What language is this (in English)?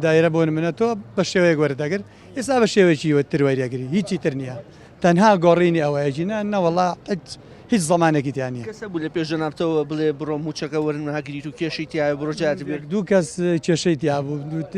Central Kurdish